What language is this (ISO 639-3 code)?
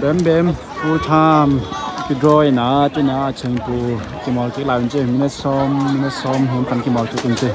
ctd